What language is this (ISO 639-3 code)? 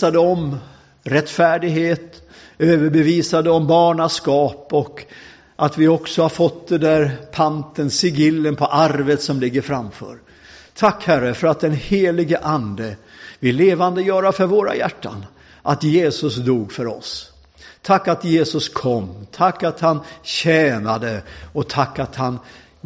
swe